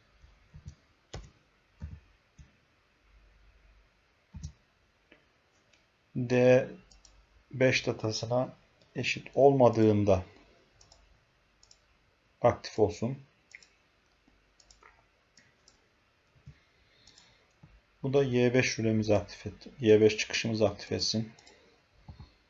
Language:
Turkish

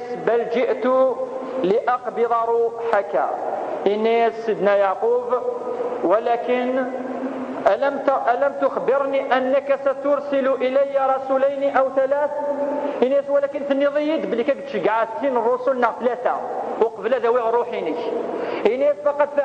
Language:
Kabyle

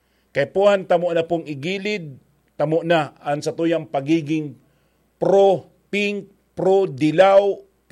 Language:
Bikol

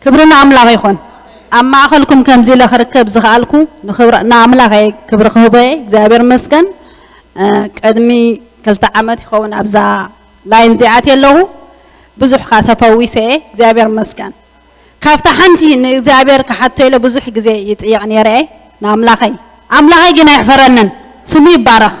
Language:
Tigrinya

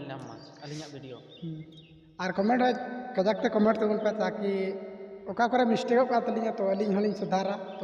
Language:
Santali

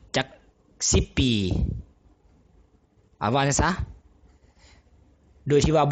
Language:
Lao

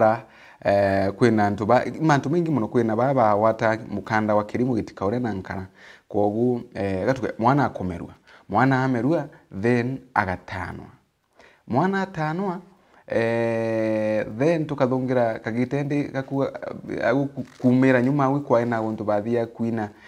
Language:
Meru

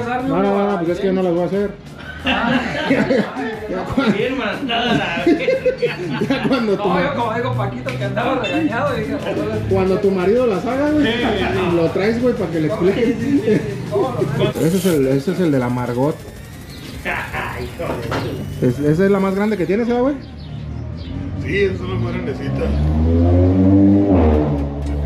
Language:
Spanish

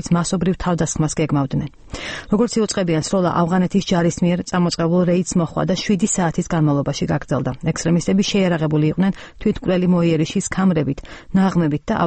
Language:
Georgian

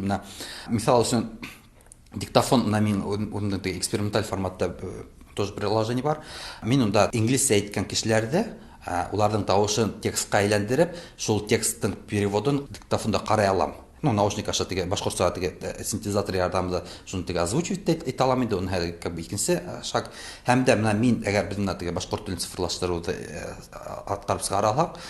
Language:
Tatar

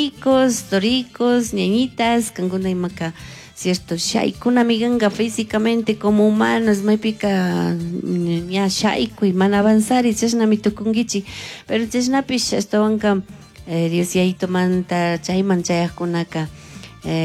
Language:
Chimborazo Highland Quichua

